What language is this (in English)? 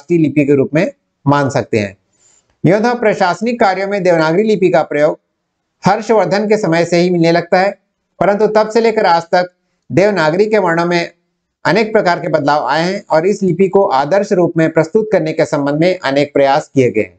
Hindi